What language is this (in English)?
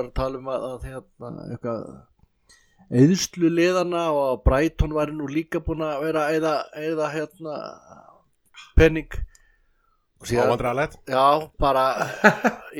Icelandic